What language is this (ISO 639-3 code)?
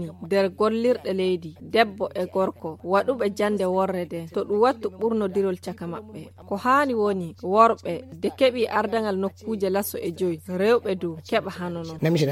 fuv